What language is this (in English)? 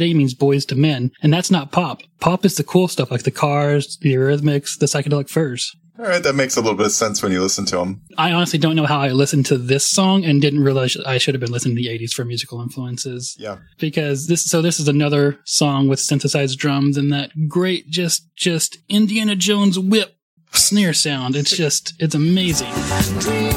English